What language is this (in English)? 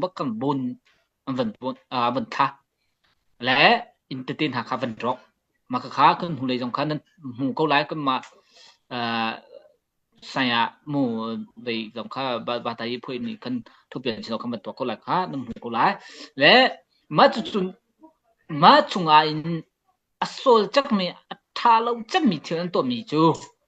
Hakha Chin